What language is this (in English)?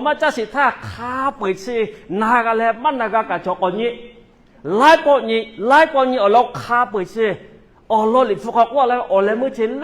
Lahu